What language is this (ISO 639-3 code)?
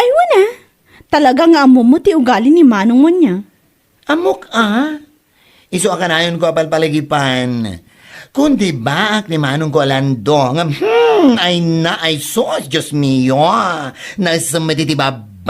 ilo